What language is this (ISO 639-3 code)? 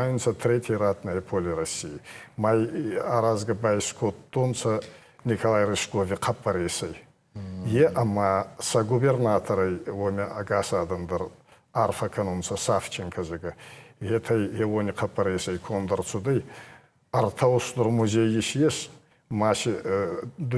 oss